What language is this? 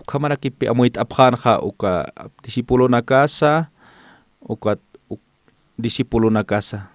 Aymara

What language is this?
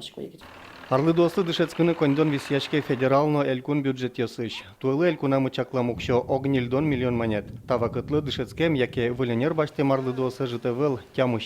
Udmurt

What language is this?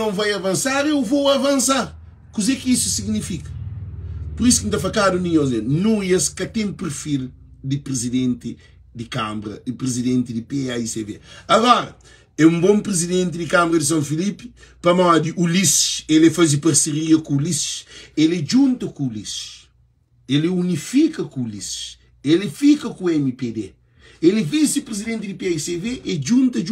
Kabuverdianu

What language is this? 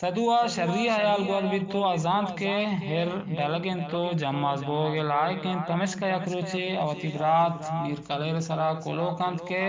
Eastern Balochi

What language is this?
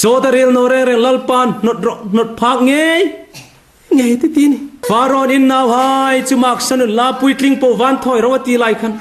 Hmar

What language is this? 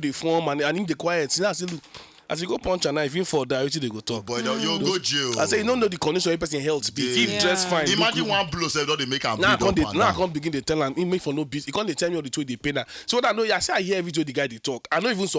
Nigerian Pidgin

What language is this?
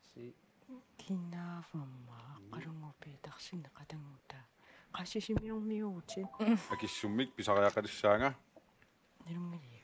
Kalaallisut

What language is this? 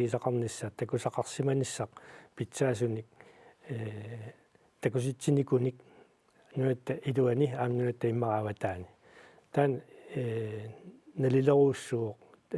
Kalaallisut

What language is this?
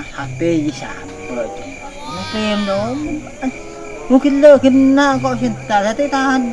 Madurese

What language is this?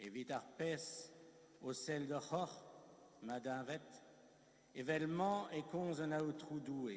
Breton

